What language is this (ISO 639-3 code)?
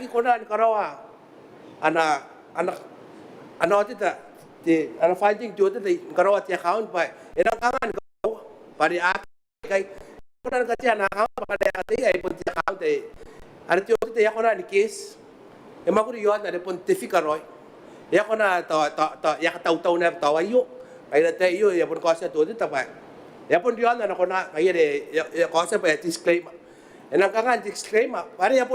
gil